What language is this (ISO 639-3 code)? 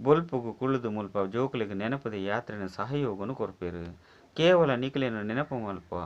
tcy